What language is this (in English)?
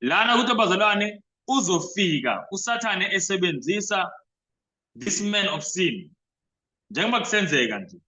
Zulu